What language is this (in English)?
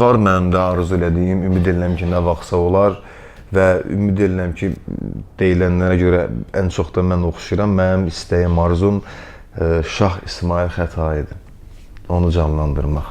Azerbaijani